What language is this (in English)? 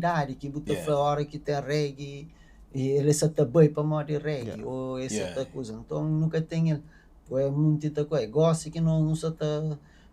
Kabuverdianu